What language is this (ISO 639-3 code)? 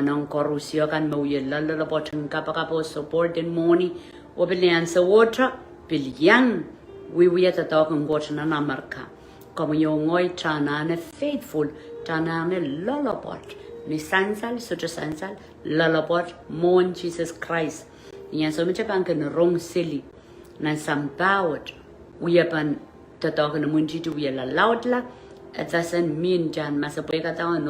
pon